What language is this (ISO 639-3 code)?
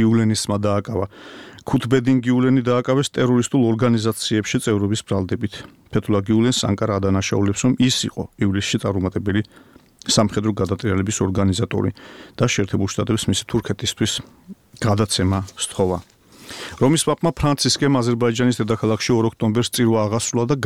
kat